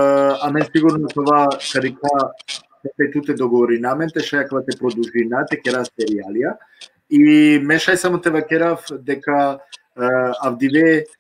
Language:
Balkan Romani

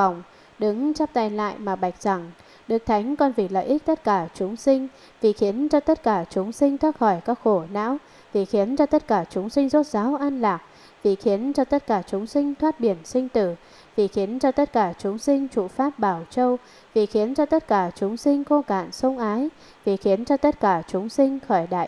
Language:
Vietnamese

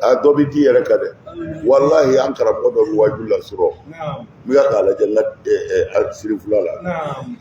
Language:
Bambara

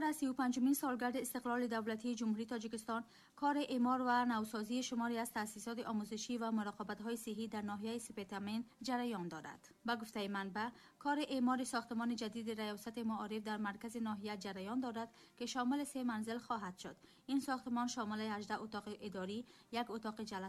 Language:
Tajik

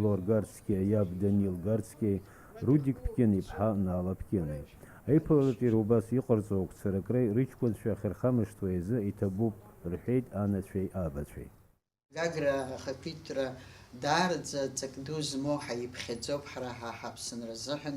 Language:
Abkhazian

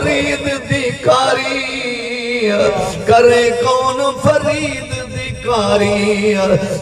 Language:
Saraiki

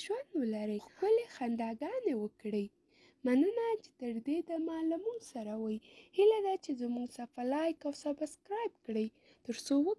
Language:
Pashto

